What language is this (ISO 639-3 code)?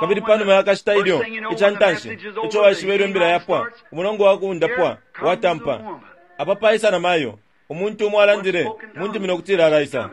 bem